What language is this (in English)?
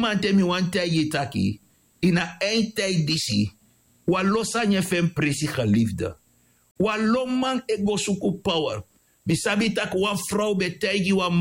Sranan Tongo